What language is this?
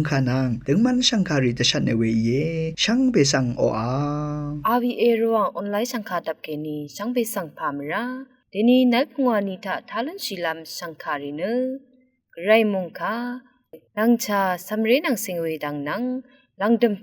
Rawang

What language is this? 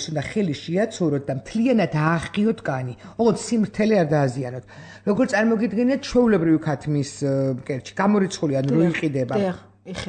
Georgian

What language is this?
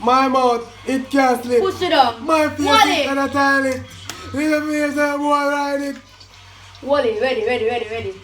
Jamaican Creole English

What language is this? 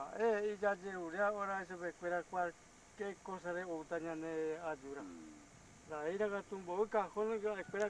Guarani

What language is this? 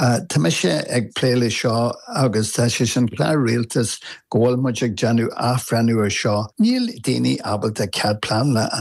Irish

